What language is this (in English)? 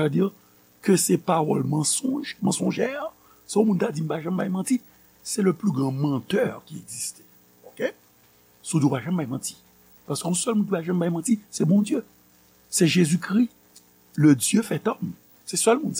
Haitian Creole